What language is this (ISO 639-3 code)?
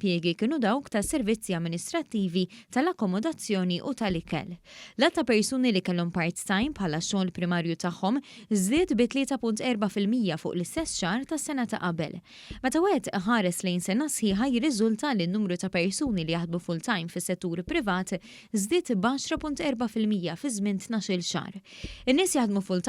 mlt